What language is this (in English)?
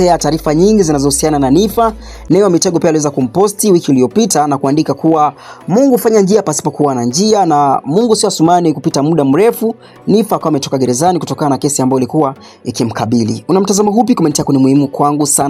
Swahili